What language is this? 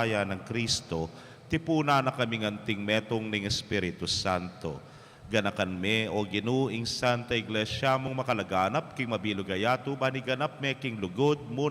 Pampanga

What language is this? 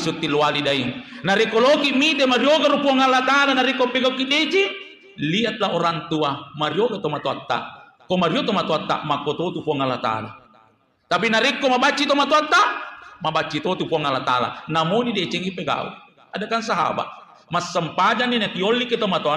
Buginese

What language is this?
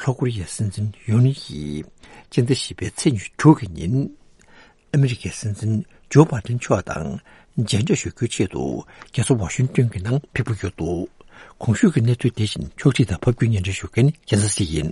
Tibetan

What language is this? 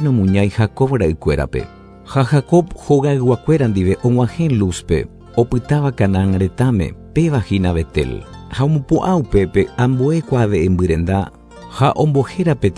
Guarani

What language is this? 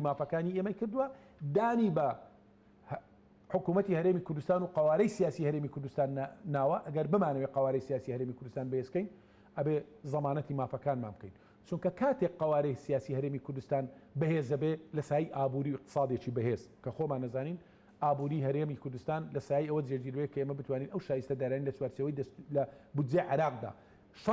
Central Kurdish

